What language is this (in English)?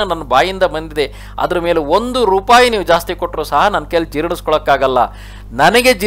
Kannada